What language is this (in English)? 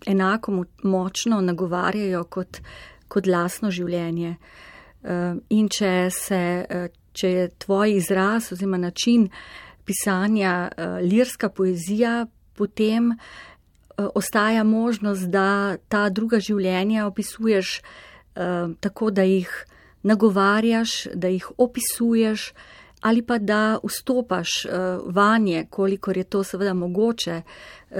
Slovenian